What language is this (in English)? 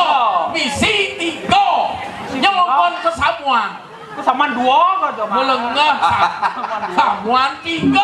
Balinese